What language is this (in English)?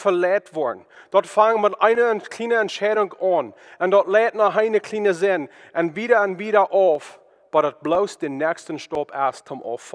Plautdietsch